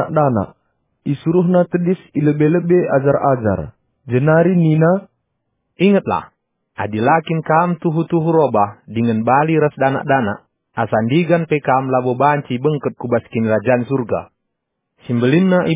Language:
Batak Karo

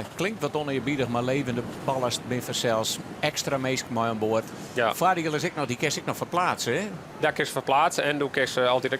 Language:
Western Frisian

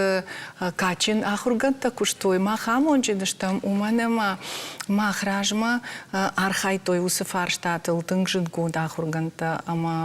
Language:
Ossetic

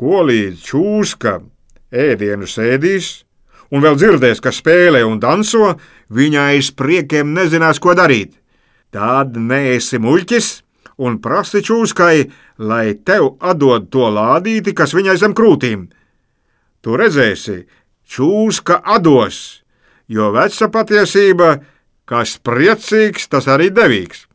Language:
Latvian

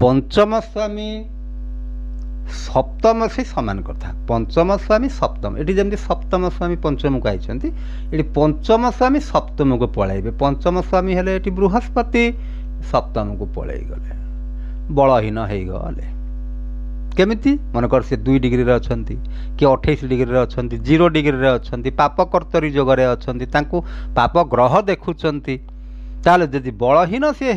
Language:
Odia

